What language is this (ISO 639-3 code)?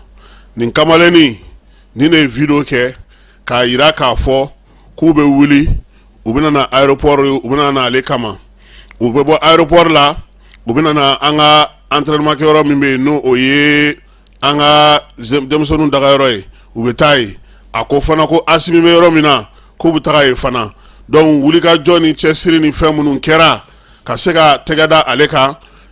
bam